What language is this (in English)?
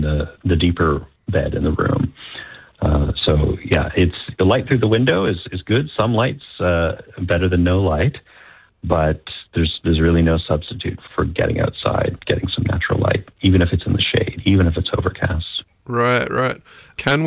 English